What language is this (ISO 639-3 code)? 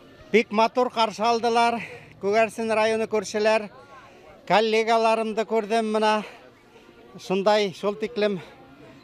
bak